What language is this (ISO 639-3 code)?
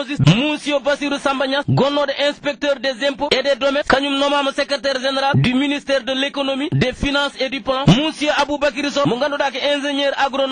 ful